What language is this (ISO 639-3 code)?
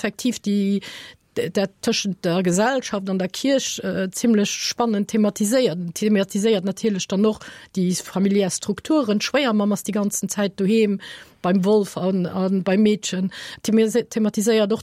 ltz